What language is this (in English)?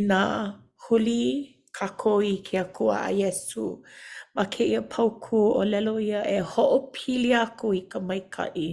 Hawaiian